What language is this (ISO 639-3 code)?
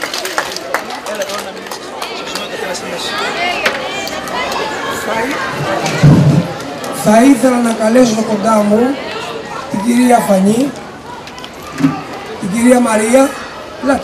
ell